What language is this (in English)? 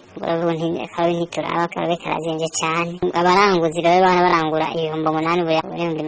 Rundi